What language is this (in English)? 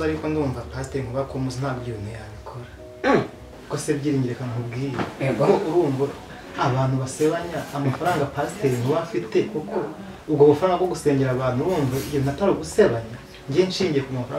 Kinyarwanda